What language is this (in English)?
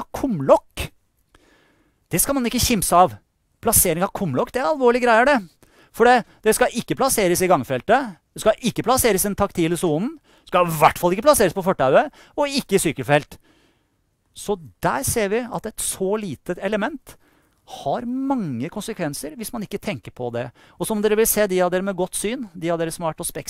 Norwegian